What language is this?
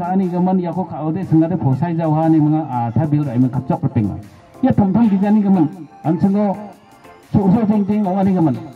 Garo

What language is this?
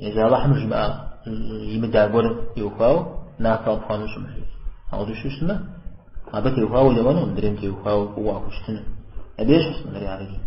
Kabardian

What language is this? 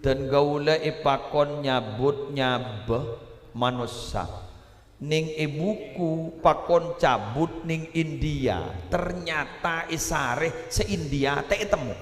Madurese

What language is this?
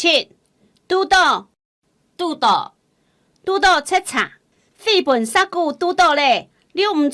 Hakka Chinese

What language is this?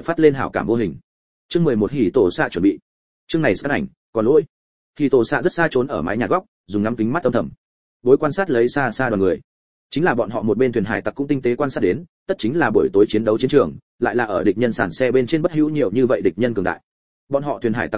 Vietnamese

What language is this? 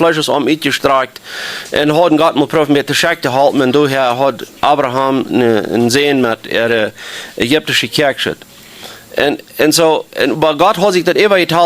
Plautdietsch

